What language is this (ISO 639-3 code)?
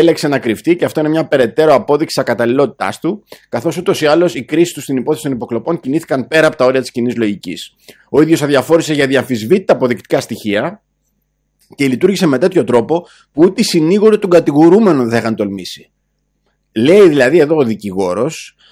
ell